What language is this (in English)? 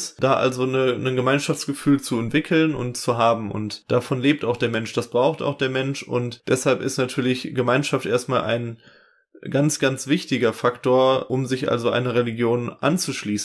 German